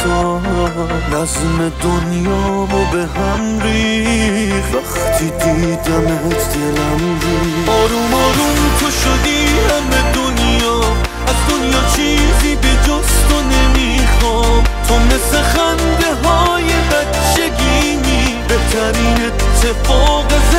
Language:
Persian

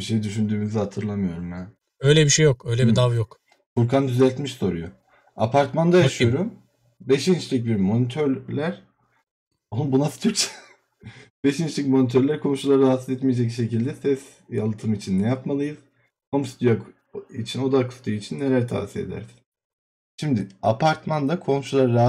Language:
Turkish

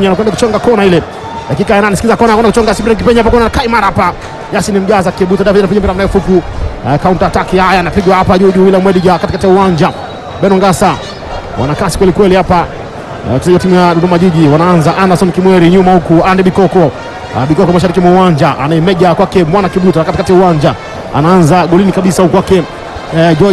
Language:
Swahili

